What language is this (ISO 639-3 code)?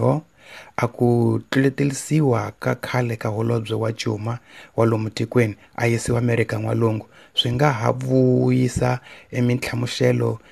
tso